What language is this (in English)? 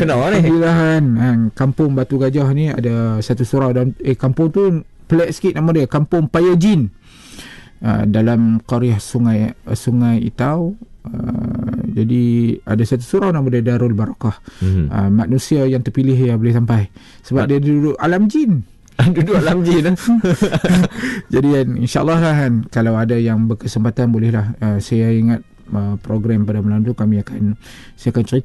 Malay